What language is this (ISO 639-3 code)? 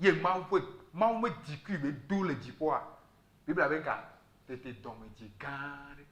ewe